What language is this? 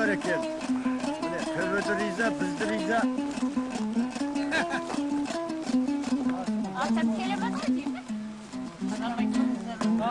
Kazakh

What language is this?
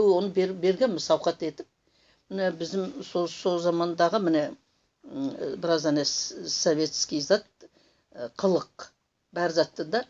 Nogai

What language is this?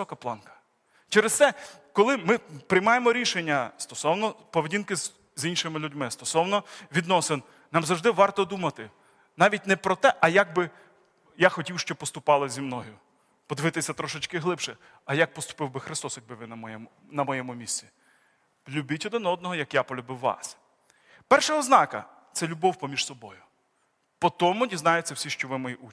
Ukrainian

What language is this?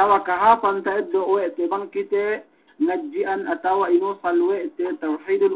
Yakan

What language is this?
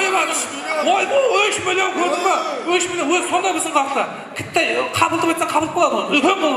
Kara-Kalpak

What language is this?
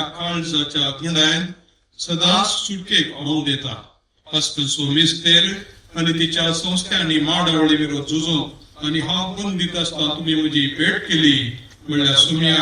Konkani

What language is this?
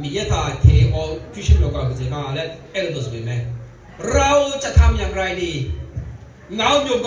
Akha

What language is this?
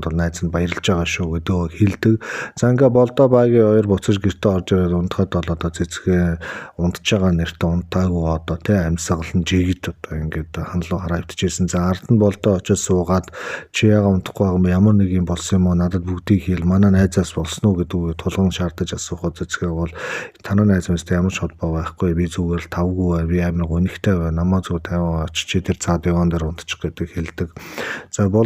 Mongolian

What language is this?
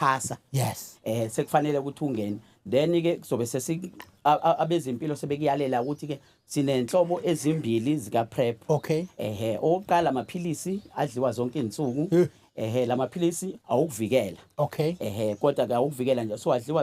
Zulu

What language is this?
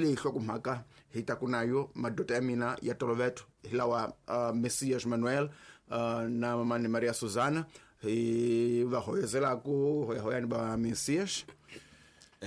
Tsonga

